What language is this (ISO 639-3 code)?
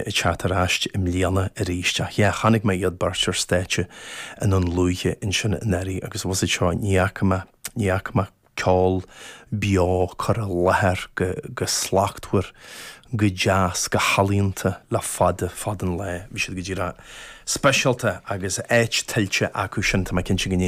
gle